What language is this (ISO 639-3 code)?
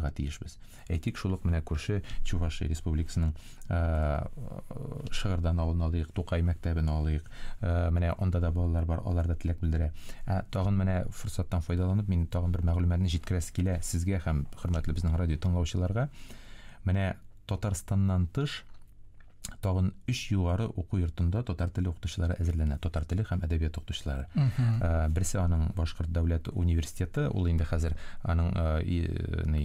tat